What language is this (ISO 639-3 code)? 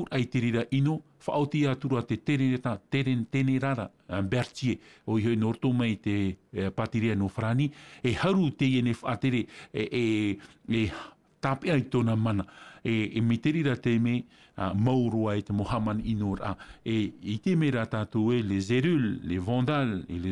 tah